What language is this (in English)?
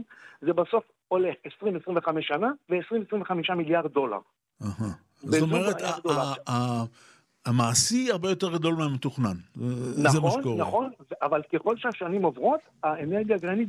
Hebrew